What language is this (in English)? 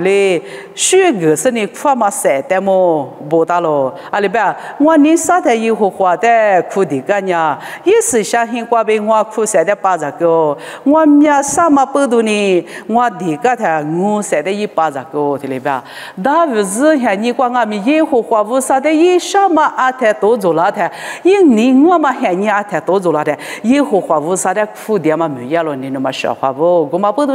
Lisu